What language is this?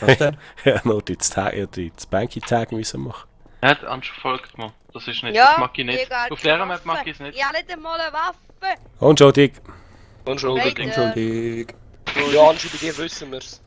Swiss German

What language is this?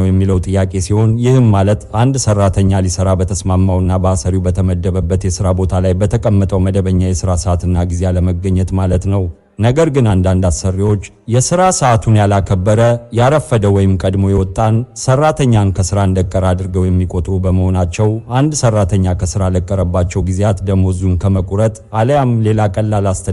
Amharic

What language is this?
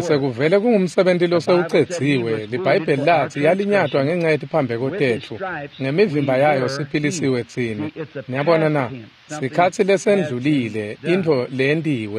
Swati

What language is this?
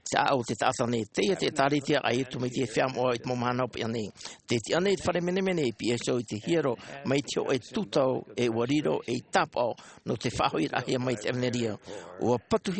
Tahitian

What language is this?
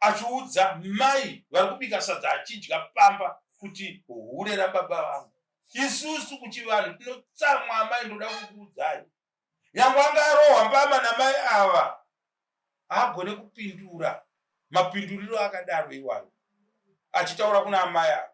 Shona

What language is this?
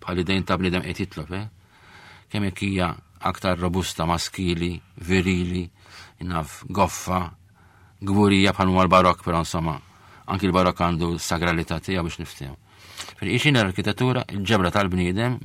Maltese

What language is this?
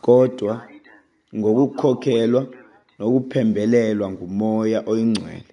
Xhosa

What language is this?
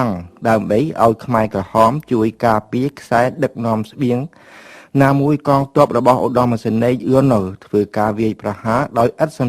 Khmer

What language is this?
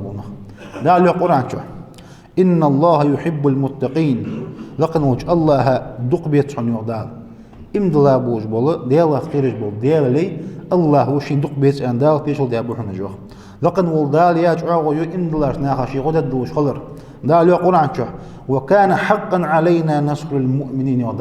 Ingush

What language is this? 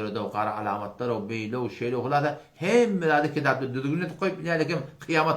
Turkmen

